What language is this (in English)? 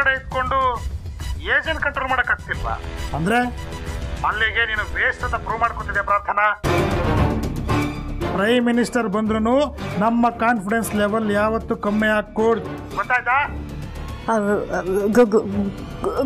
Kannada